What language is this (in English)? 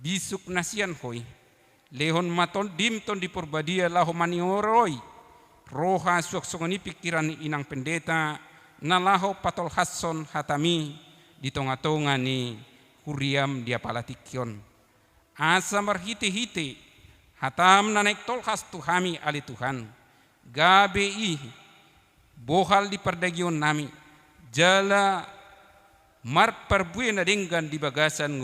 Batak Toba